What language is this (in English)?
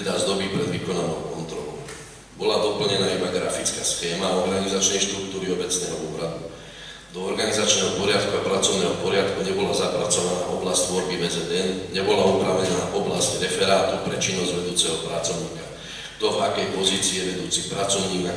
Slovak